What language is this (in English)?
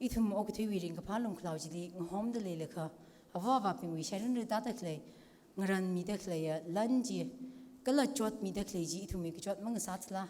Tangkhul Naga (India)